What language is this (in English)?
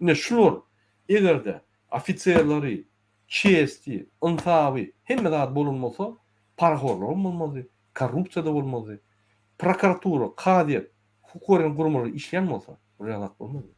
Turkmen